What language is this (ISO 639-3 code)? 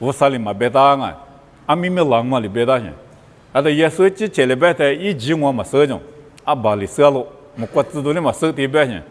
lis